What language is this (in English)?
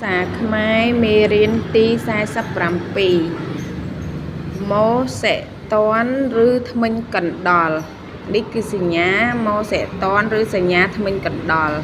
Khmer